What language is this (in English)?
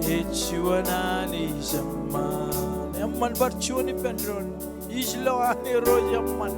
Marshallese